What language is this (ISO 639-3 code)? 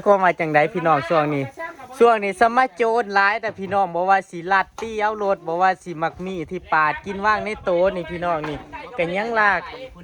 tts